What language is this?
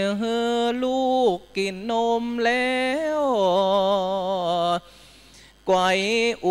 Thai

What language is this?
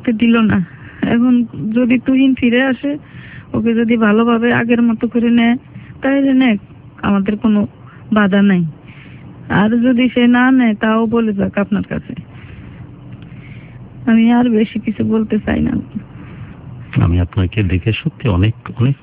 Bangla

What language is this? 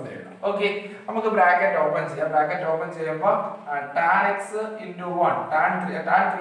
Malayalam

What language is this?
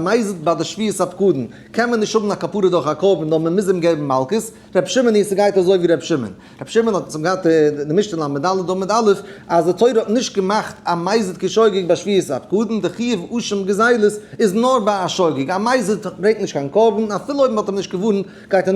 Yiddish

